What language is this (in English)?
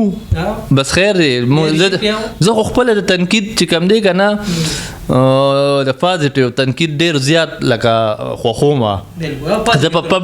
Pashto